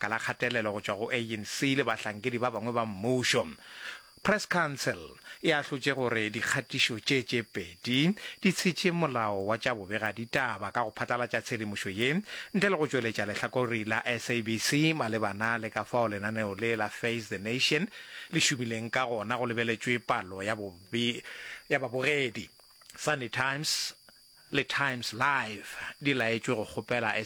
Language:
Northern Sotho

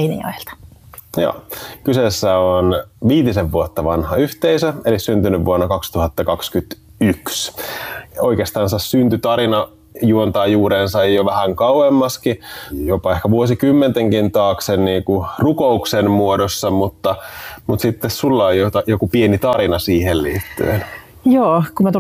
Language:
Finnish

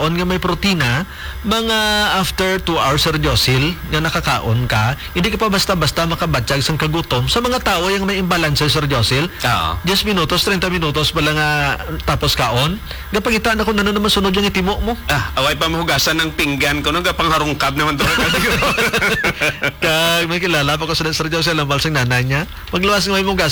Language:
Hiligaynon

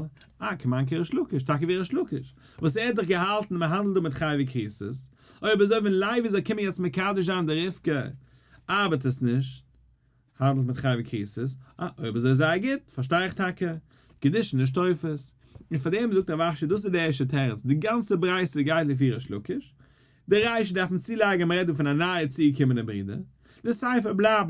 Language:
Yiddish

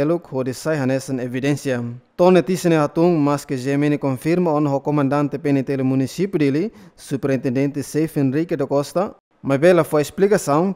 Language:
Tetum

